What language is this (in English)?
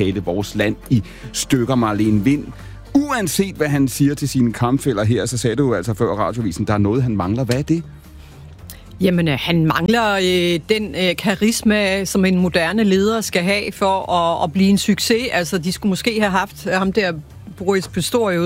Danish